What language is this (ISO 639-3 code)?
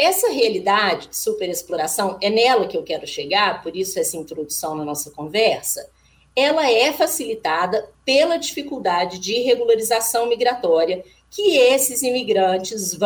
por